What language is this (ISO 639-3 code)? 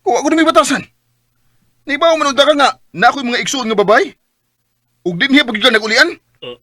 ceb